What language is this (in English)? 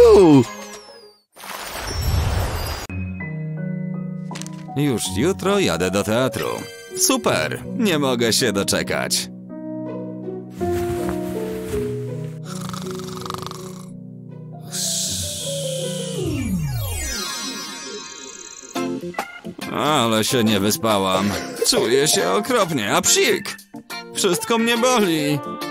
Polish